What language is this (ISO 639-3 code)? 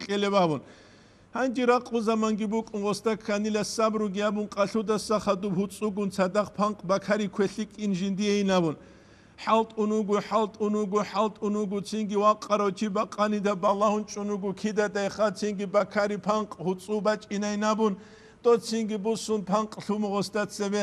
ava